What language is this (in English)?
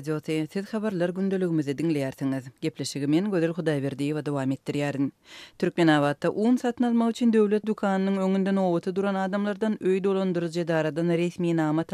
Turkmen